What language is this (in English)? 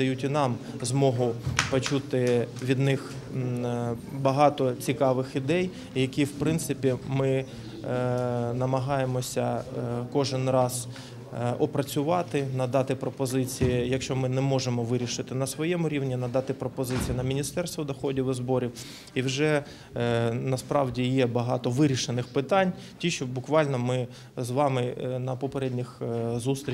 Ukrainian